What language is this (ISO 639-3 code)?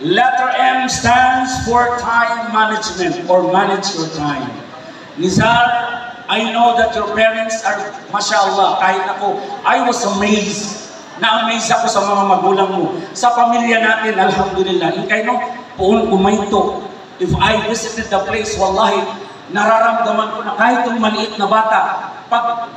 mrw